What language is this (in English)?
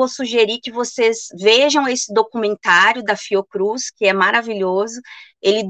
Portuguese